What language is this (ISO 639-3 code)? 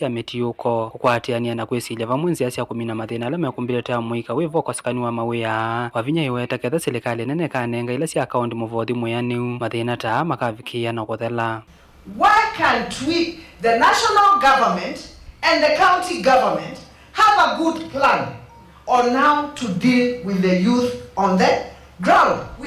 kam